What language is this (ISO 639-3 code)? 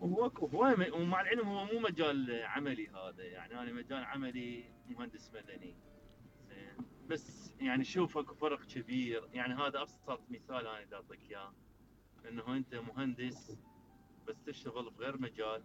acm